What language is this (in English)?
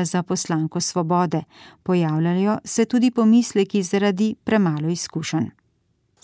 Slovenian